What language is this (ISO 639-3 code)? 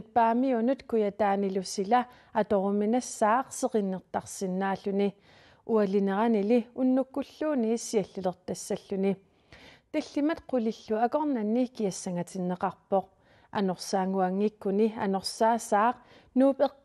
kal